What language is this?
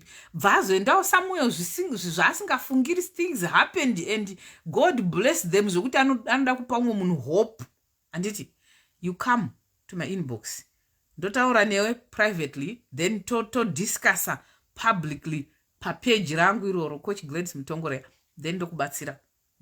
Shona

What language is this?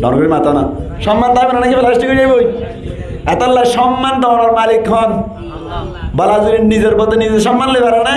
Rohingya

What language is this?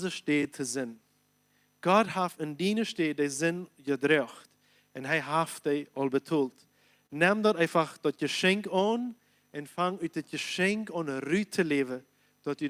Plautdietsch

